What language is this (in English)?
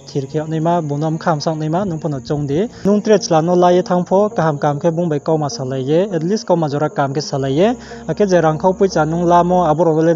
Riang (India)